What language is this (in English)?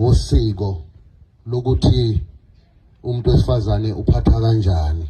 Zulu